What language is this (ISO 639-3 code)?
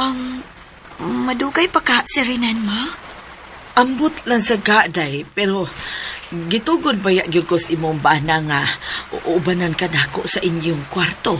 ceb